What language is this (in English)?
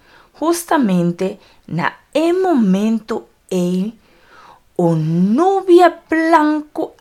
Papiamento